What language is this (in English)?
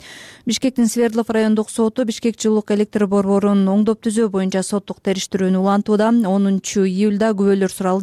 Kyrgyz